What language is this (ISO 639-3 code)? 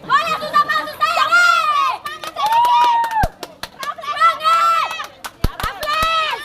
abs